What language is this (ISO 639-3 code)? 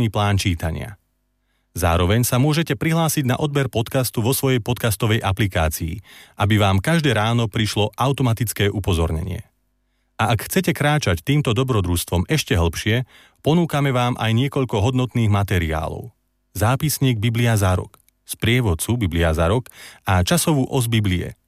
slk